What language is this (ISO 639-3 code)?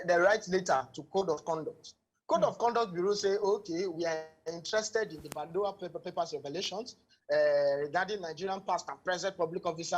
pcm